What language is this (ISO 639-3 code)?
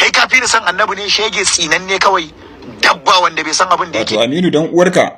hau